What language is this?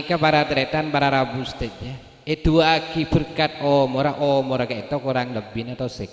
Madurese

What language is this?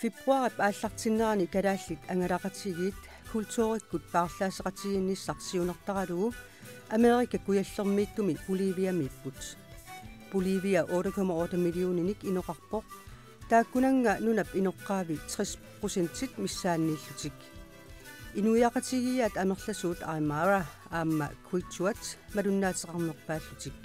Kalaallisut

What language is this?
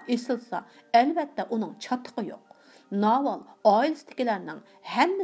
Uyghur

